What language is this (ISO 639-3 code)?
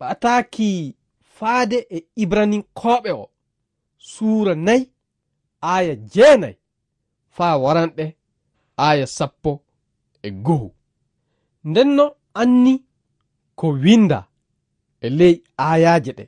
ful